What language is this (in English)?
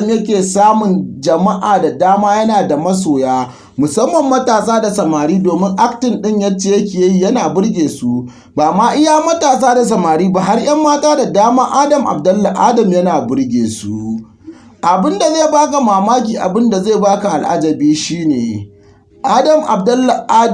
Hausa